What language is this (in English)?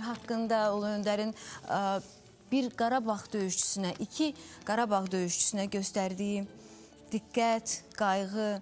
Azerbaijani